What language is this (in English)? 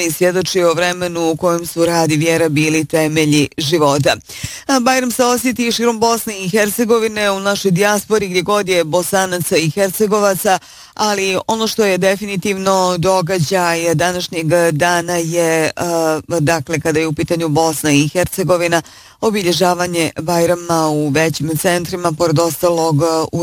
Bosnian